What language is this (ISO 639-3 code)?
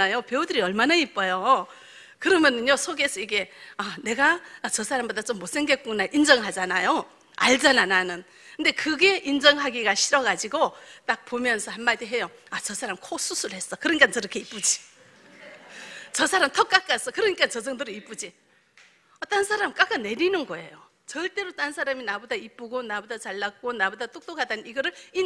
kor